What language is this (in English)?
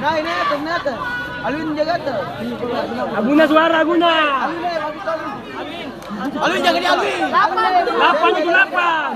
Ambonese Malay